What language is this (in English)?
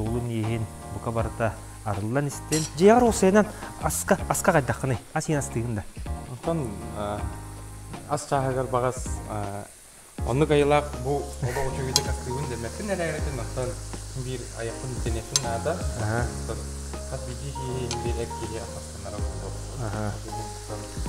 Yakut